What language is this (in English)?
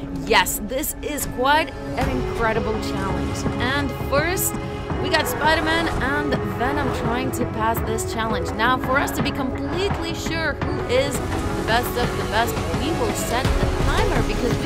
English